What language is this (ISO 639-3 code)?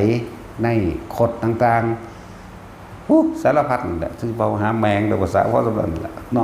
tts